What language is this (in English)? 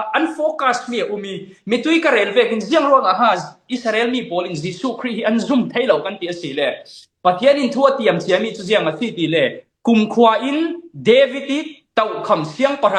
Falam Chin